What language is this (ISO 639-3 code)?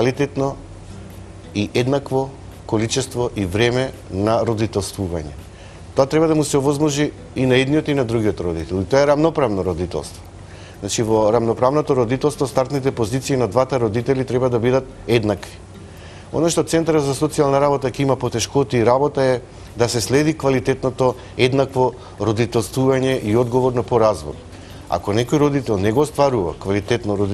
mkd